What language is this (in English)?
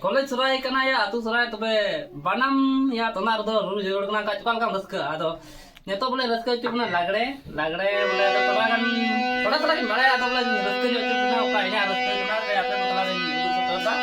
Santali